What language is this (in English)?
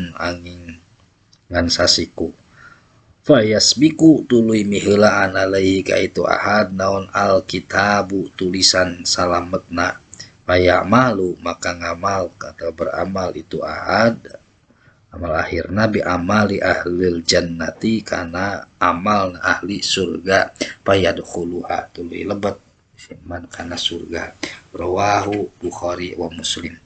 Sundanese